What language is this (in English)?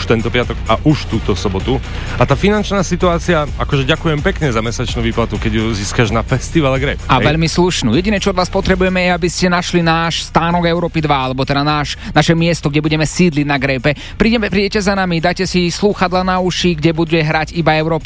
Slovak